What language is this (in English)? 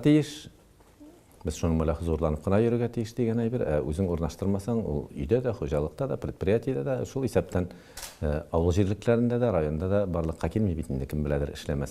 Tatar